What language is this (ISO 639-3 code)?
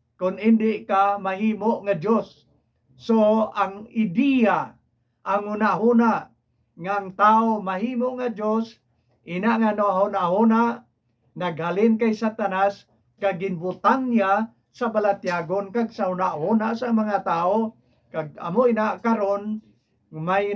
hil